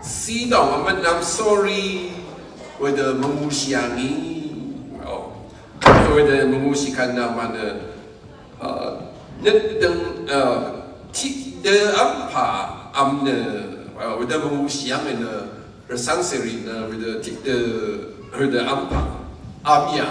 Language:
Rawang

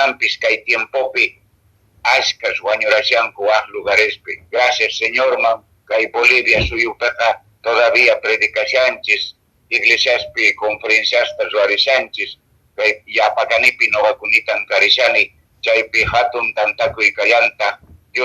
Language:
Quechua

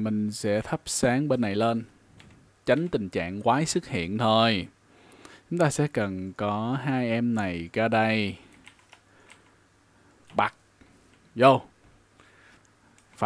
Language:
Vietnamese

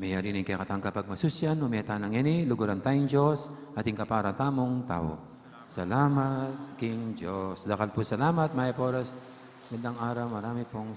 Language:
Pampanga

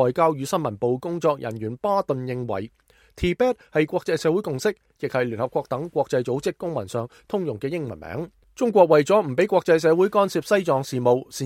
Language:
Cantonese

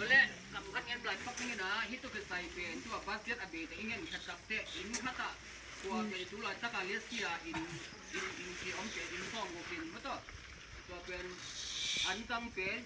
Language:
Tedim Chin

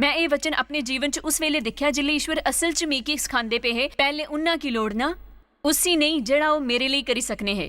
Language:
Dogri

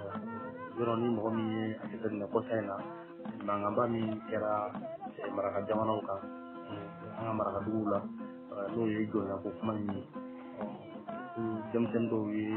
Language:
Bambara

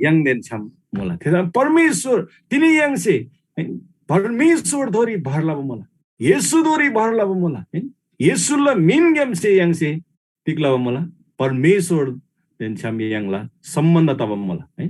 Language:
Eastern Tamang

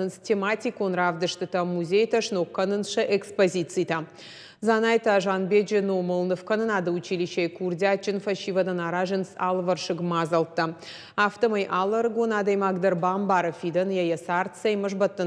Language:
Ossetic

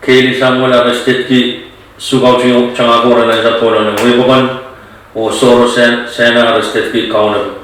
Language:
Pohnpeian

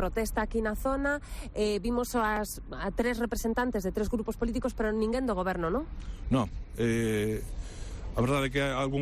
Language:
Galician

